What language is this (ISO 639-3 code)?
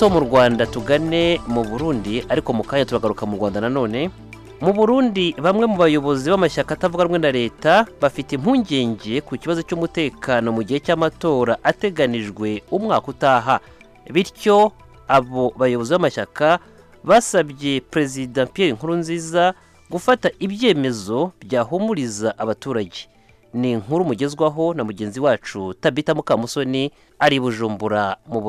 kin